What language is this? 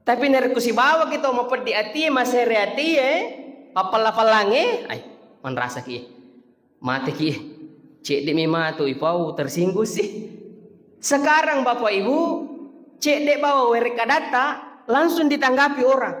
Buginese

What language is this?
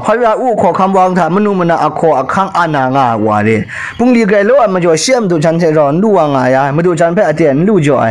Kachin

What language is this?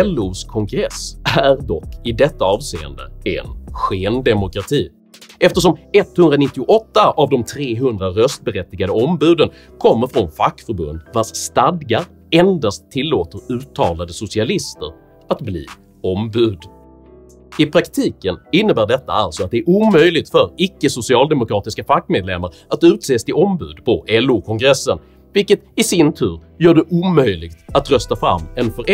Swedish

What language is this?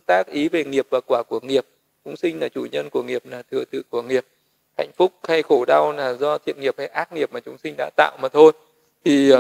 Vietnamese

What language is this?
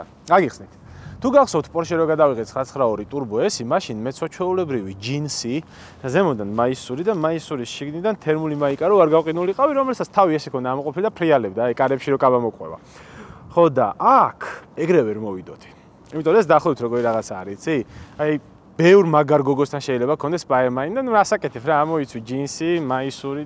Georgian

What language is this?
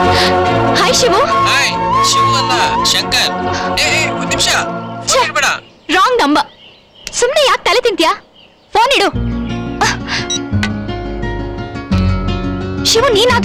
Kannada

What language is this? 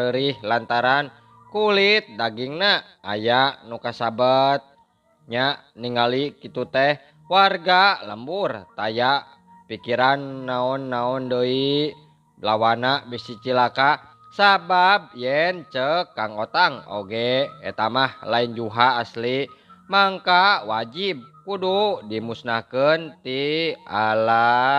Sundanese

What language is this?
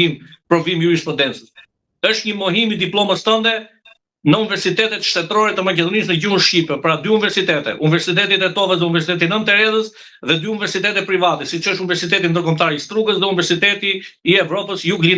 Albanian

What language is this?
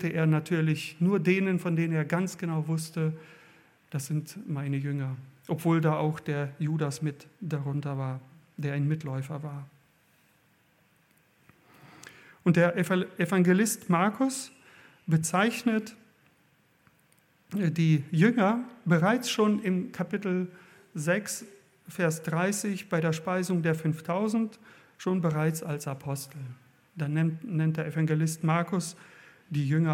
German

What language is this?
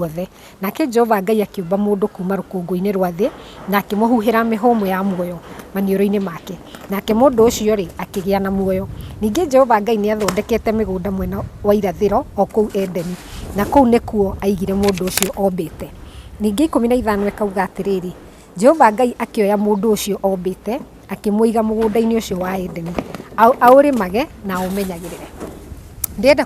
Kikuyu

